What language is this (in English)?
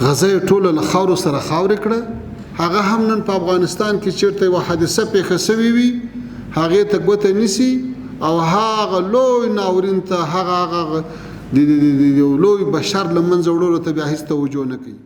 Pashto